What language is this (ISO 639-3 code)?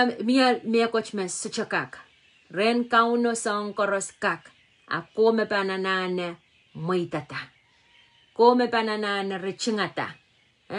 pon